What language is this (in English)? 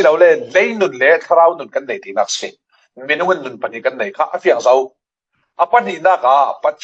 Falam Chin